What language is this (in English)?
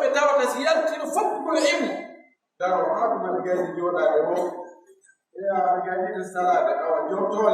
Pular